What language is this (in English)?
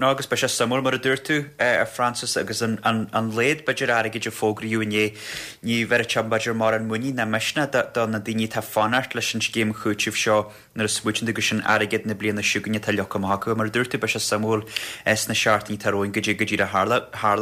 Irish